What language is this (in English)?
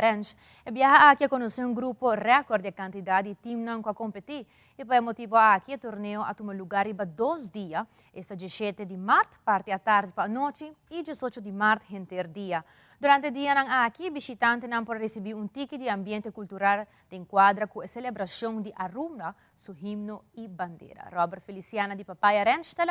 Papiamento